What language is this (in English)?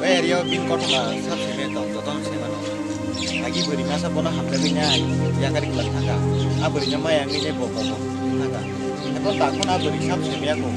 Kok Borok